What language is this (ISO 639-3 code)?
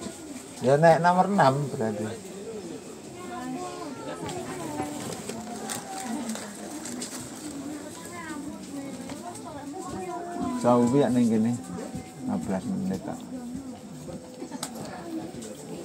ind